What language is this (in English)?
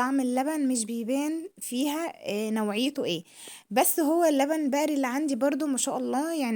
Egyptian Arabic